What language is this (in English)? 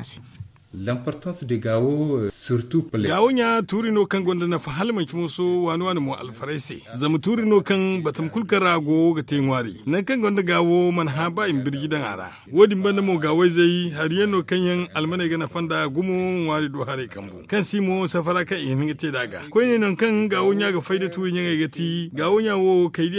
Zarma